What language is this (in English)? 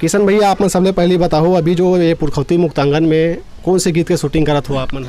Chhattisgarhi